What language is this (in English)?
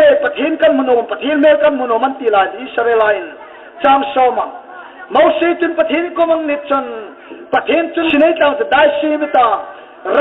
Hmar